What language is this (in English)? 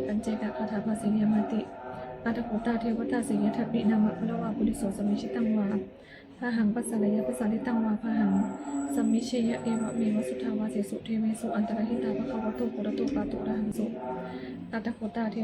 Pali